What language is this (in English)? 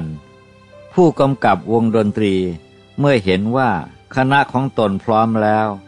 Thai